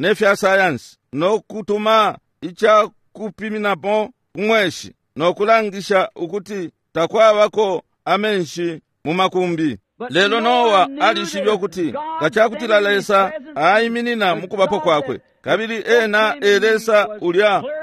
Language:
Bemba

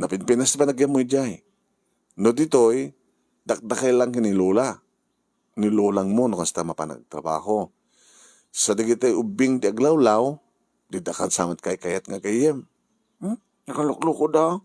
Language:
Iloko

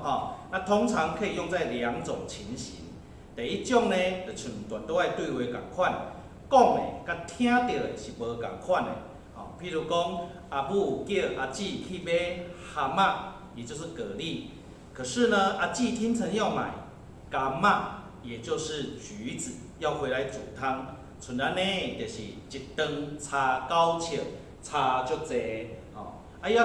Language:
Min Nan Chinese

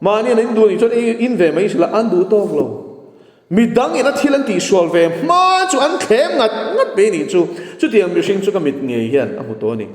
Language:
Mizo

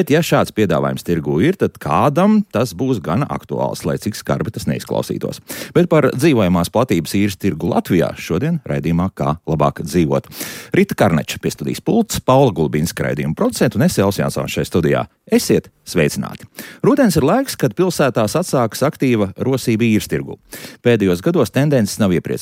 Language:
Latvian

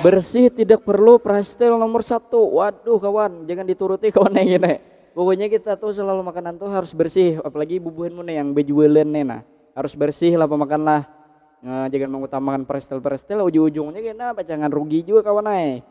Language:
Banjar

